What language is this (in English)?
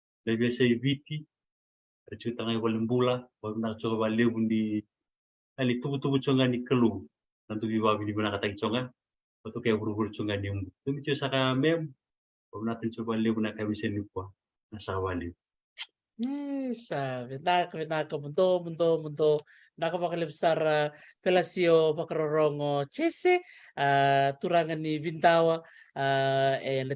Fijian